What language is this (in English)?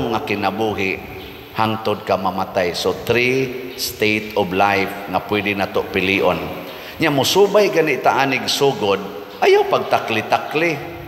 Cebuano